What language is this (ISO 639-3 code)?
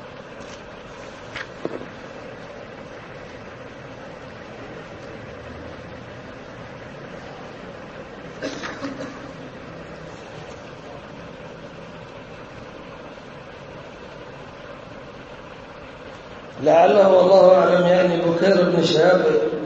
ara